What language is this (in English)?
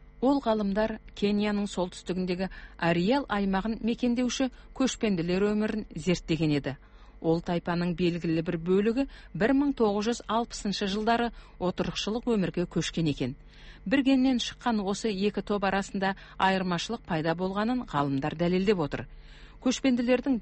Kazakh